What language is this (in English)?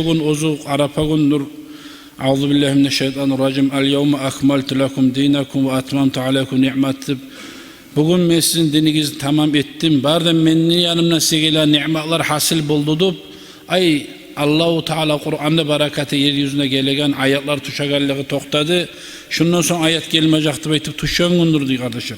Kumyk